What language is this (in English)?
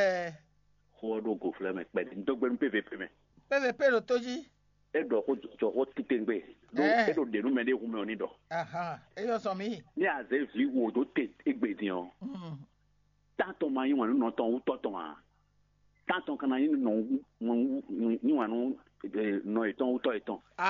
Fon